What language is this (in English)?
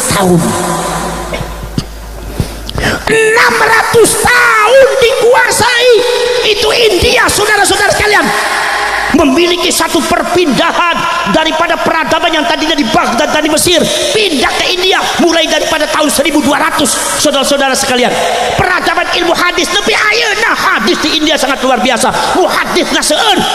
Indonesian